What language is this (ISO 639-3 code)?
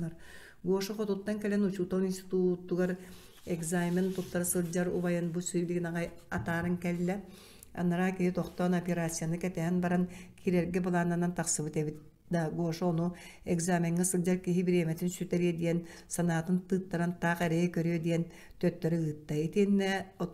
sah